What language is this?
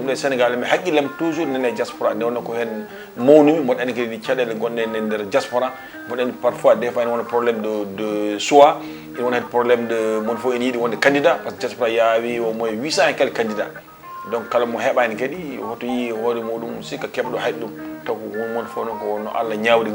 Fula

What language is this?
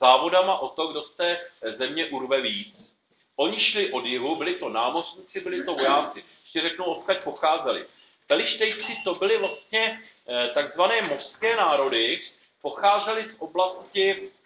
Czech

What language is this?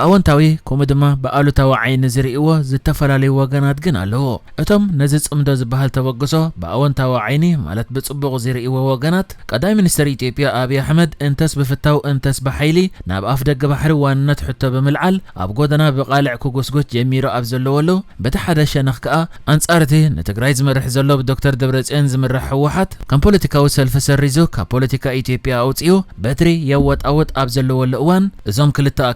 Tigrinya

